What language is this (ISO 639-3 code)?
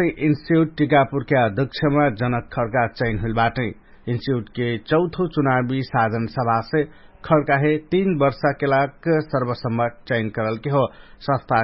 thl